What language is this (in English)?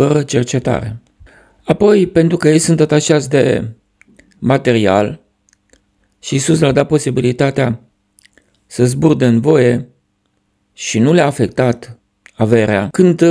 Romanian